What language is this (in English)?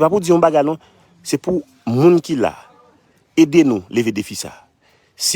Haitian Creole